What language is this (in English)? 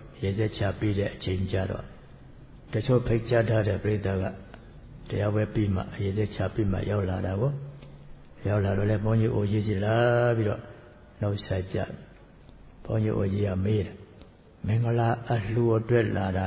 Burmese